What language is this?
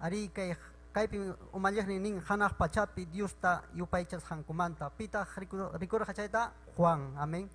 Ayacucho Quechua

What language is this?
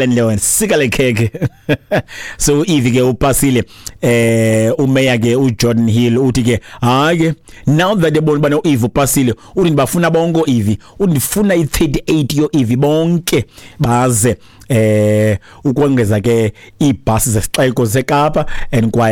Xhosa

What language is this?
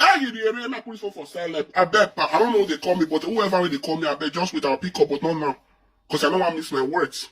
Nigerian Pidgin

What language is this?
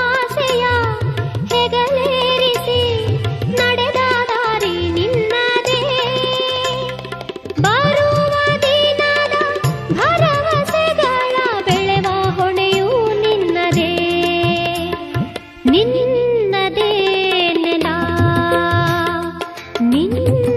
Kannada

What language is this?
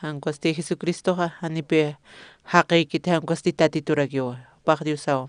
Aymara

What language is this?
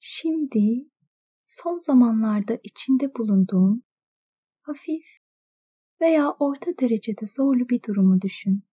Turkish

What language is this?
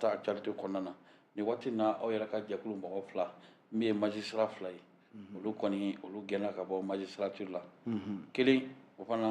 Bambara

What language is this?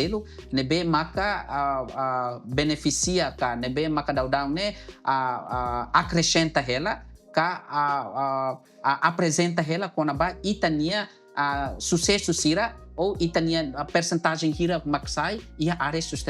Tetum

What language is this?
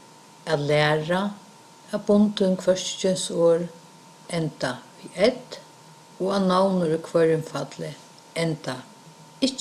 Faroese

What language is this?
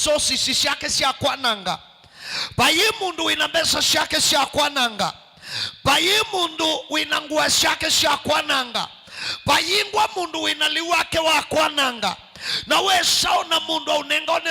Kamba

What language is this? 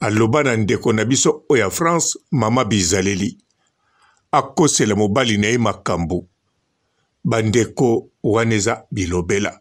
Lingala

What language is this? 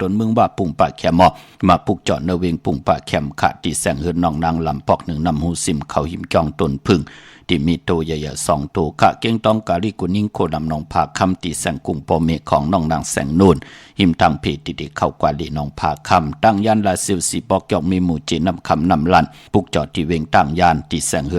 Shan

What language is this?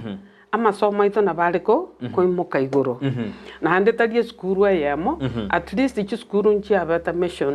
Gusii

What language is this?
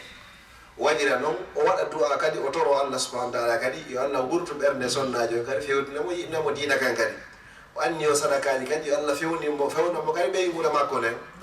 Fula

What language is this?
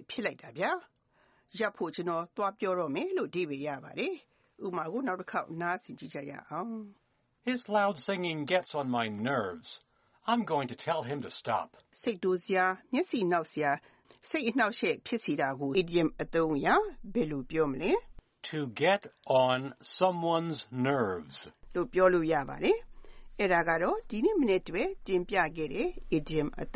Burmese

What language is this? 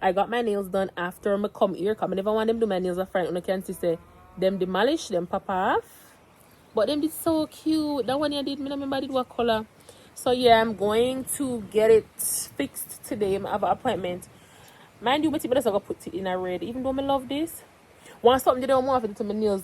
Jamaican Creole English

